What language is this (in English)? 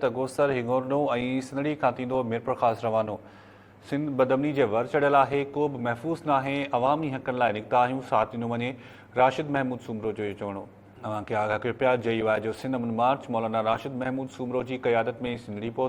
Sindhi